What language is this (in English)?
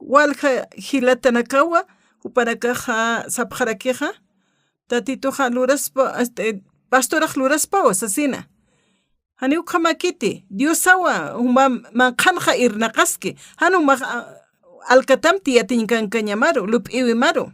Aymara